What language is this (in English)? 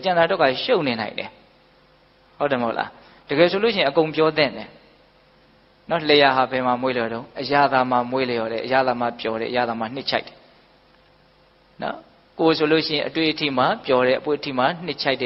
Burmese